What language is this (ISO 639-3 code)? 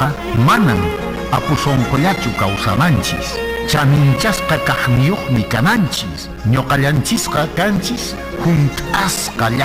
que